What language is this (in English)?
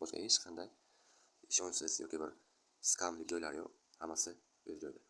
Uzbek